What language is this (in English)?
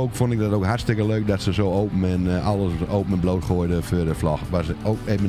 Dutch